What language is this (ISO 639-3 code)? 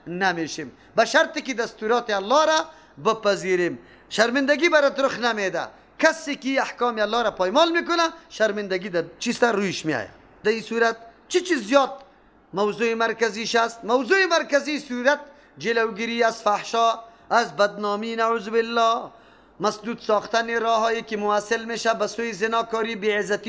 fas